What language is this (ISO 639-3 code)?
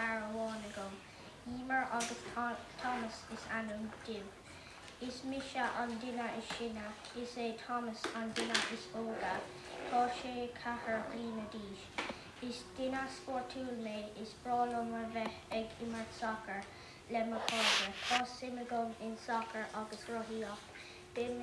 gle